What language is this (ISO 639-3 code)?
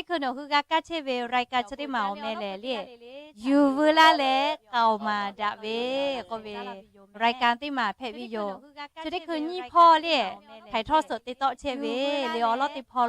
lhu